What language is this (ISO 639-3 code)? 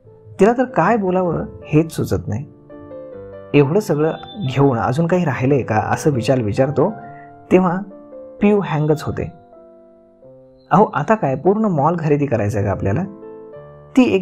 mar